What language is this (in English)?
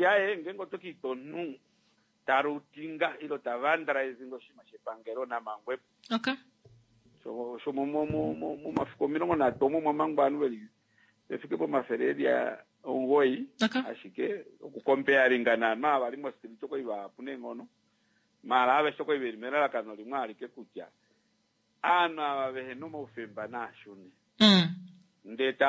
Kuanyama